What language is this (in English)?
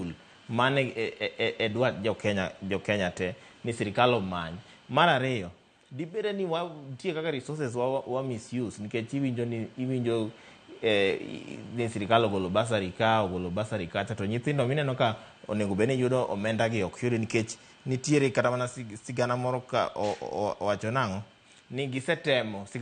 Luo (Kenya and Tanzania)